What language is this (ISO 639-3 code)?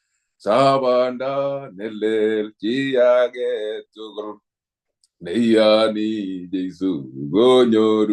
kln